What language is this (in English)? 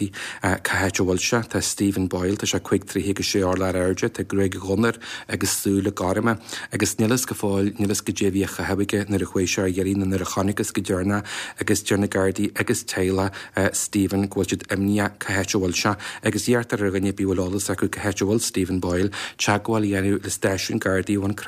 Irish